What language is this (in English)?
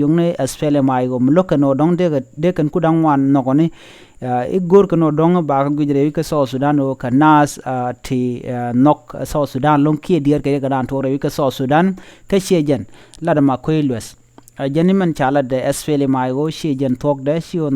Nuer